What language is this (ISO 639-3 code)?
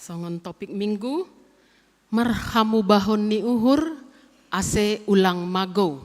bts